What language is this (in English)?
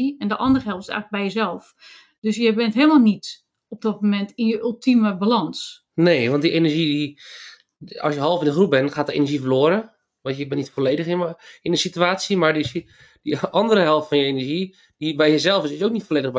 Dutch